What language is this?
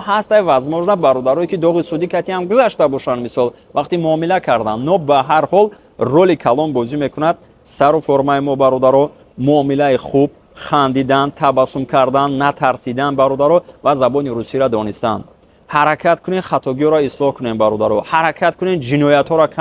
Tajik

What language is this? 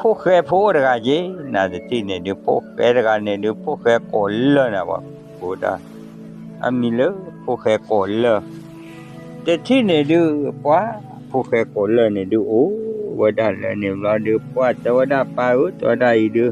S'gaw Karen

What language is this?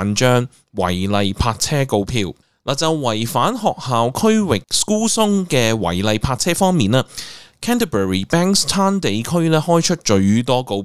Cantonese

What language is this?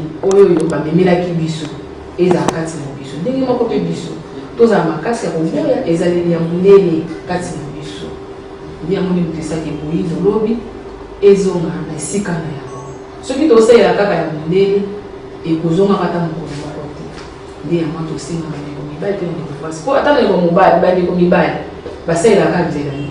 Lingala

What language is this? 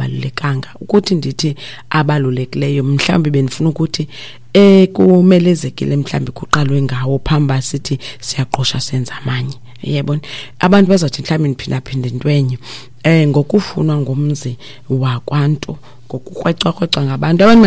Xhosa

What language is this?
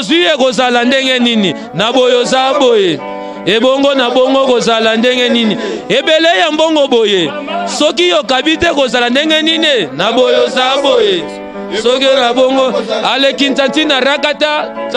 Lingala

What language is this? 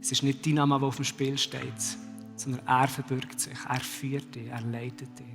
Swiss German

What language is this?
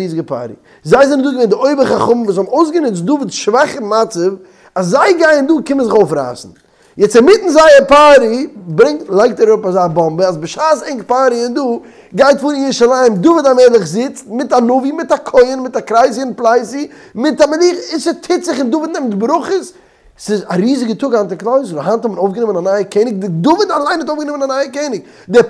Yiddish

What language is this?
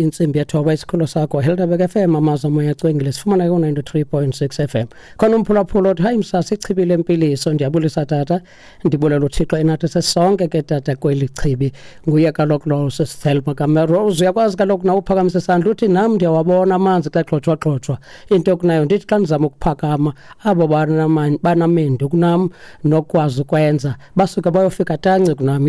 Xhosa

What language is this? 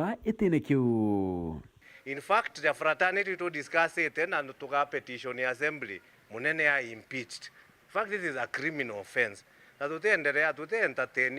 Meru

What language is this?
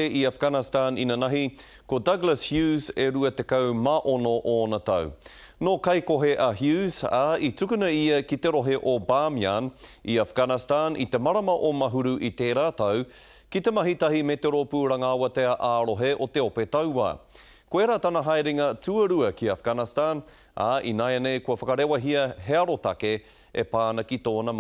Māori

